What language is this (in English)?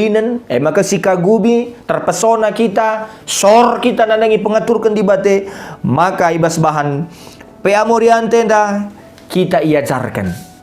Batak Karo